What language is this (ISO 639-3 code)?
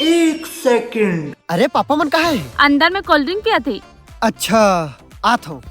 hne